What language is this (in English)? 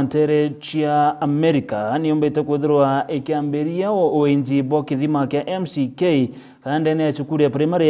Meru